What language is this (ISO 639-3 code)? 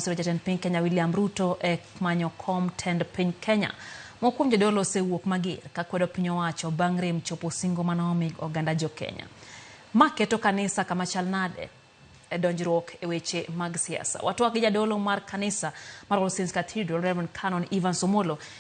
luo